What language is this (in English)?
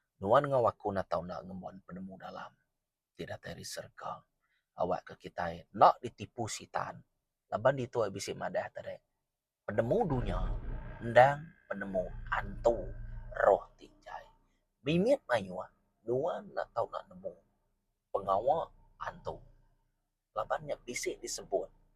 Iban